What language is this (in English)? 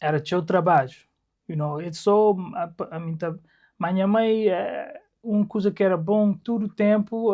Kabuverdianu